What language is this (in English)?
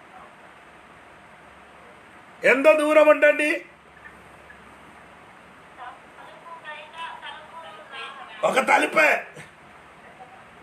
Telugu